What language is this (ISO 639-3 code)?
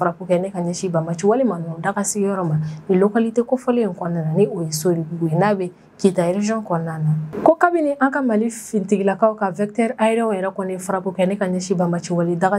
bam